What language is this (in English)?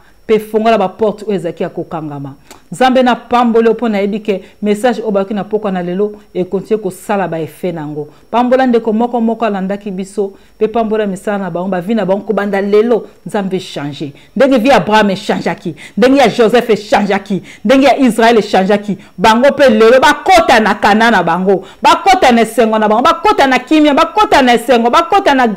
Lingala